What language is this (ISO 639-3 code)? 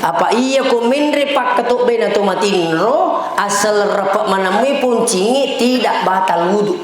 bug